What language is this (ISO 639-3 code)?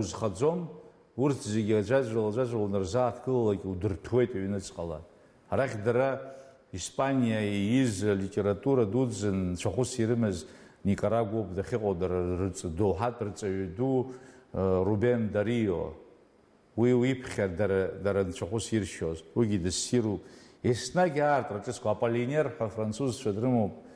abk